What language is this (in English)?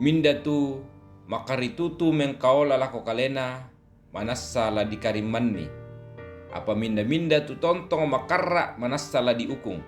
Toraja-Sa'dan